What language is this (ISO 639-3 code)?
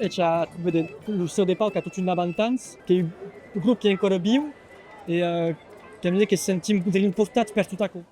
oci